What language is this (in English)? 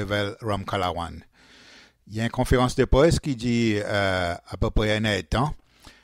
Seselwa Creole French